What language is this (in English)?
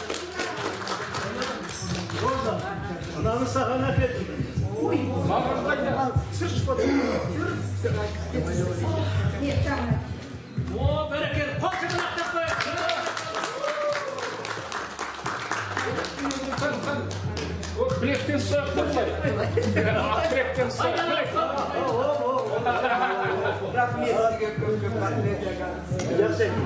Kazakh